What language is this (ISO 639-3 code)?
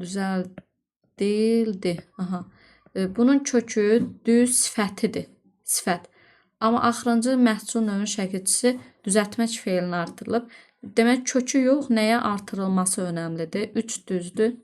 aze